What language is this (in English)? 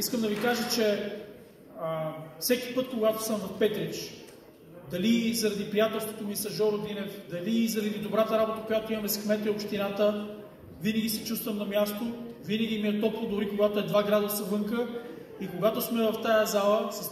Bulgarian